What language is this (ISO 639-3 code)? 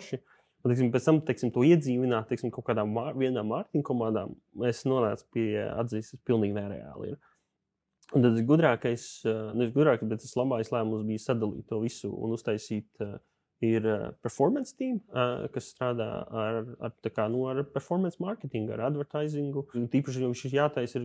lav